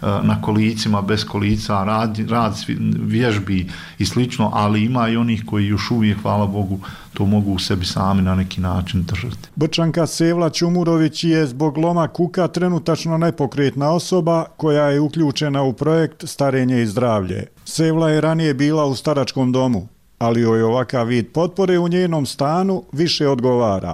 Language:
Bosnian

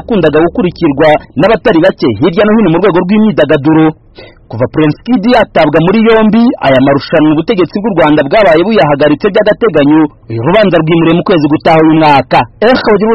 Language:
Kinyarwanda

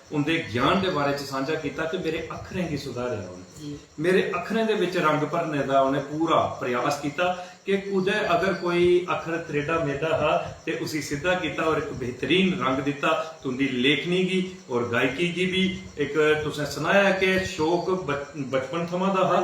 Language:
Dogri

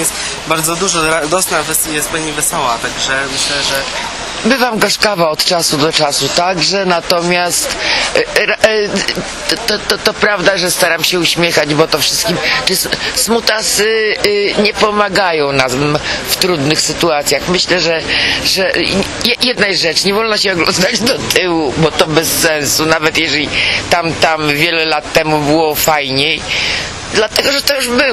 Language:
Polish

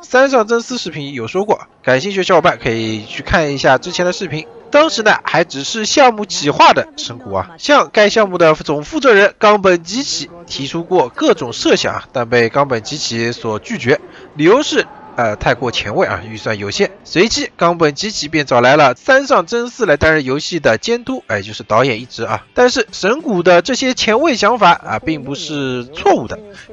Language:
Chinese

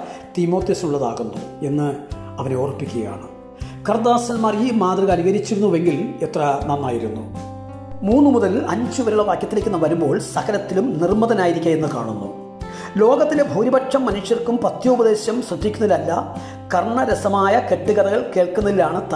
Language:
Malayalam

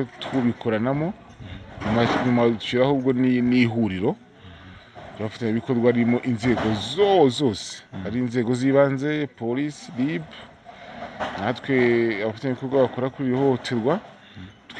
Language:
Kinyarwanda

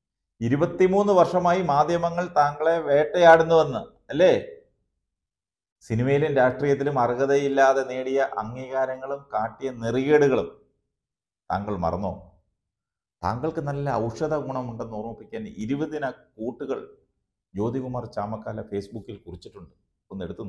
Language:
Malayalam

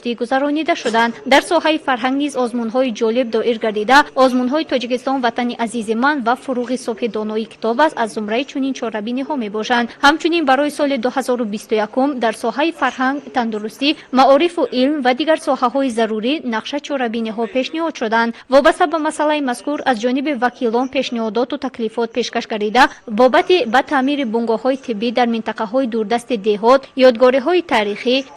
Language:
Tajik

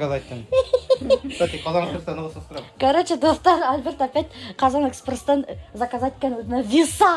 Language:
Bashkir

